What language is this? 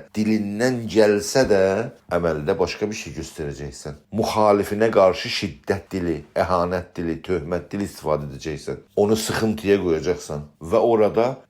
South Azerbaijani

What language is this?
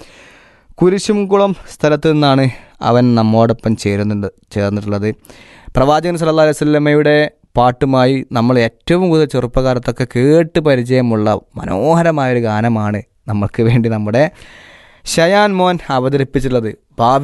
Malayalam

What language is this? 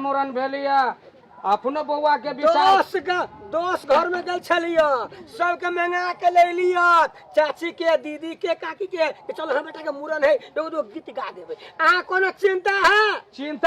Maithili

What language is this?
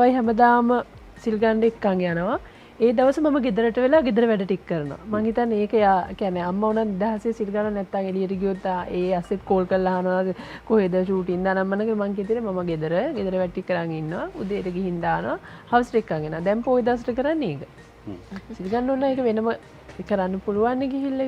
Sinhala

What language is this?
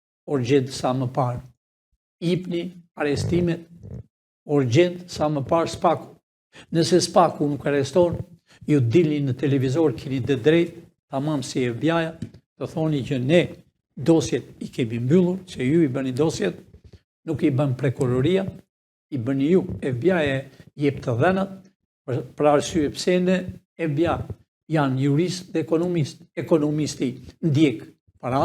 Albanian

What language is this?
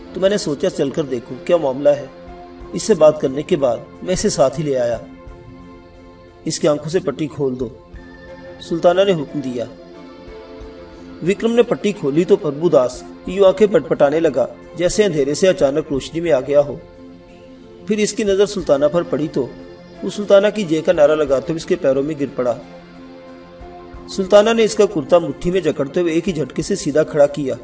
Urdu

